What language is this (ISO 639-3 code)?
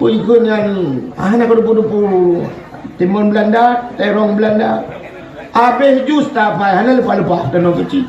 ace